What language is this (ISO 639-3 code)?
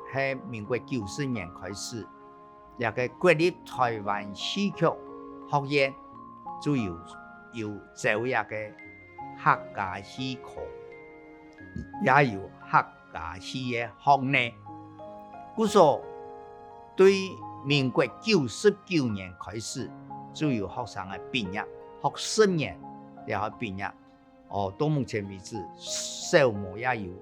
hak